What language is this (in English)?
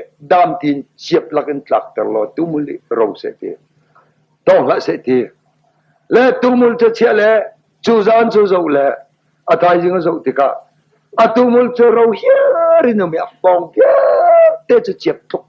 Hakha Chin